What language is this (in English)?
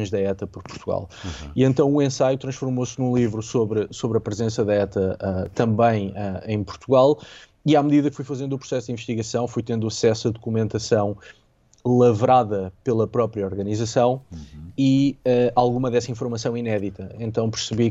Portuguese